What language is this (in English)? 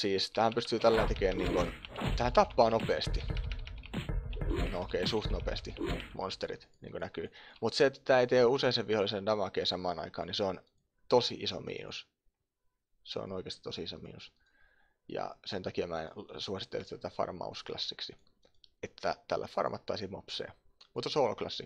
Finnish